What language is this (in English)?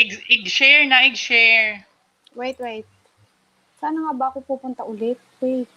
Waray